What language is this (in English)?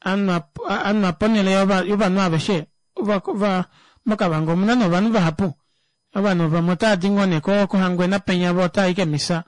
Kuanyama